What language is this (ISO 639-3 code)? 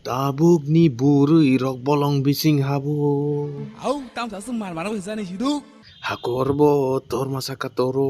trp